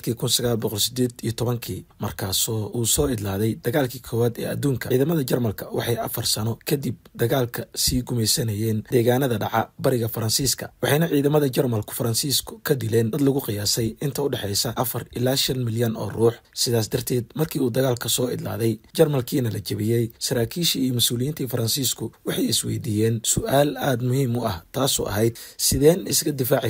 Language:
Somali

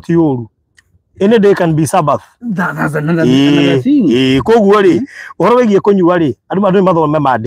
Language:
Kikuyu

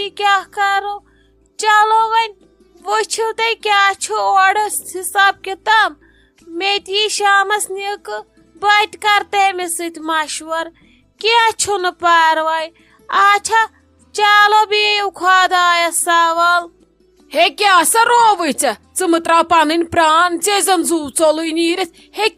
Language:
Kashmiri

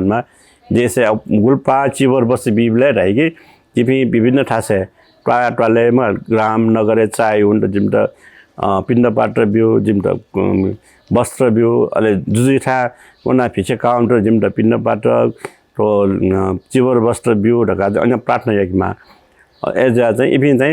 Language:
Newari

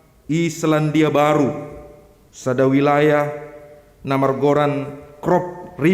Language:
Batak Simalungun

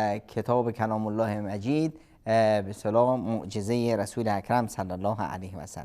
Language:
Persian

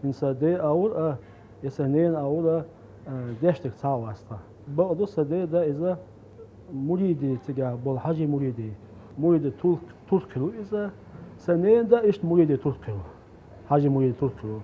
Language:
Chechen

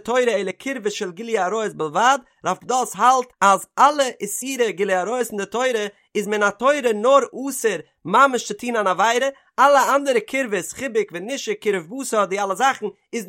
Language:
Yiddish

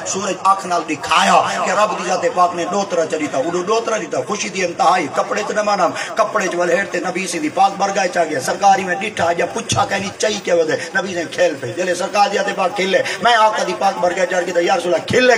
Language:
Saraiki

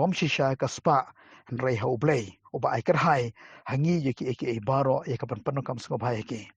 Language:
Khasi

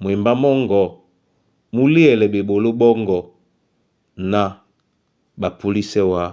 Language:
Duala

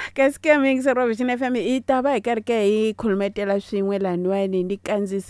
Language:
Tsonga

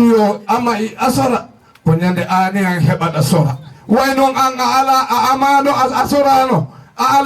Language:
Fula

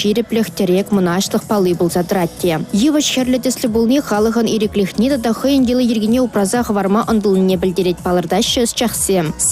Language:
Chuvash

